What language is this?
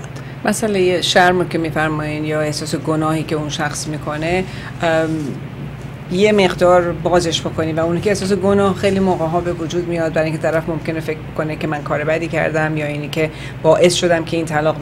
Persian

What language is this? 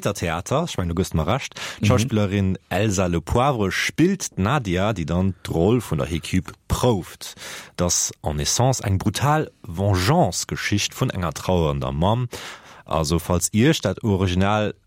Luxembourgish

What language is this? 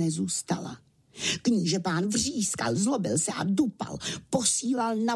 Czech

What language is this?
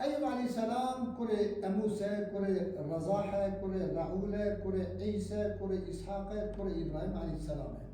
Kurdish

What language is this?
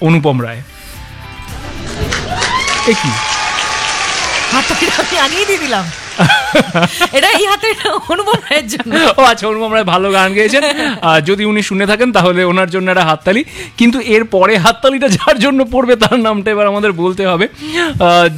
Bangla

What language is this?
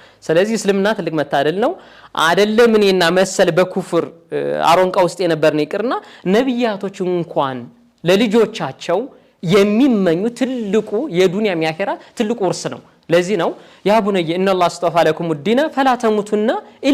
Amharic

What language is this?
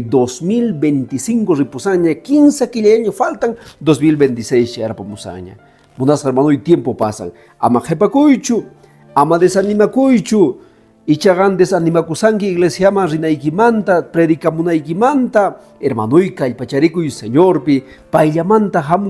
Quechua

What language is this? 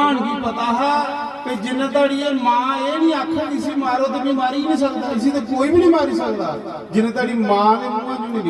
Dogri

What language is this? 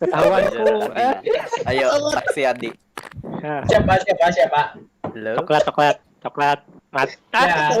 Banjar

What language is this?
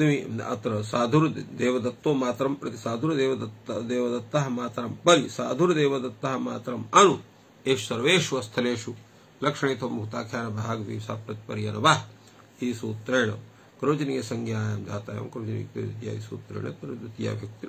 Sanskrit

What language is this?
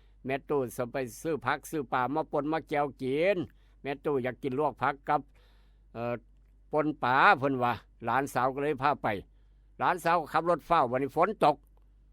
Northeastern Thai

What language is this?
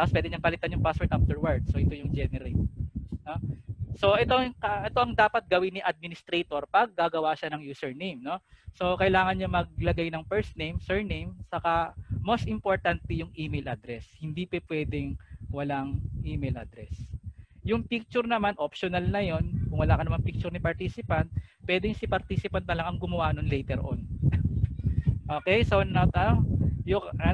Filipino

